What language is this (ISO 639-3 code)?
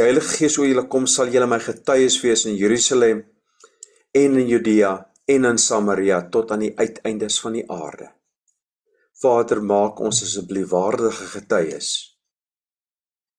afr